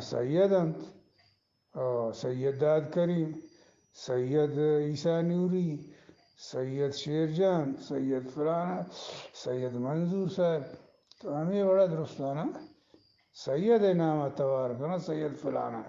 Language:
Eastern Balochi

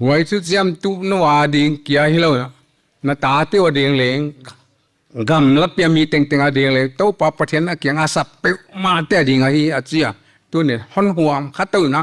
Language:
Paite Chin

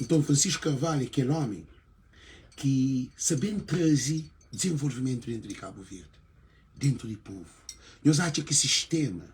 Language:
Kabuverdianu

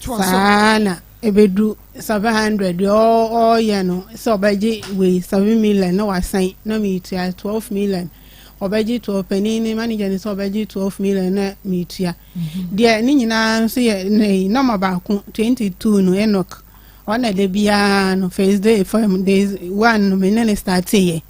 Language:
Akan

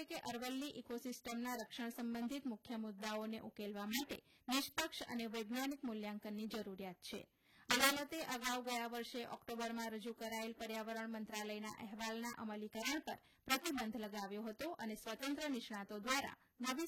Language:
Gujarati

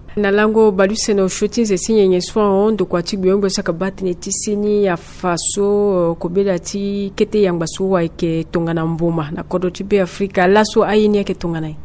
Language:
Sango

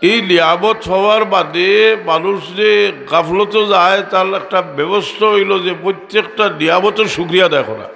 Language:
Sylheti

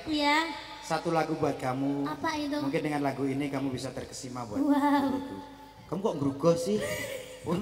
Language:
Javanese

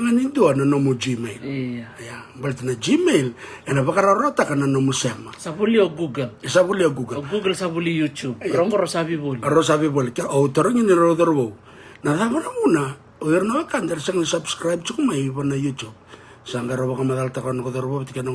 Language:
Fijian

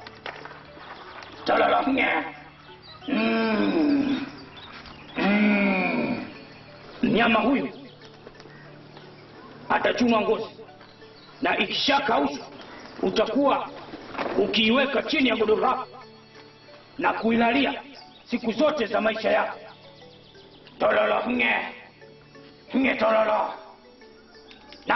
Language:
Swahili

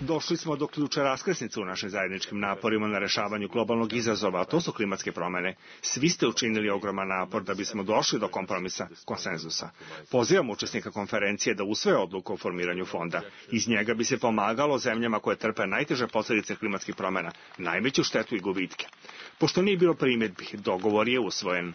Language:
Serbian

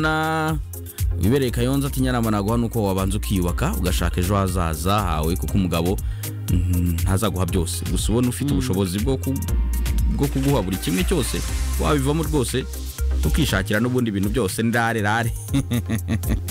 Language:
Kinyarwanda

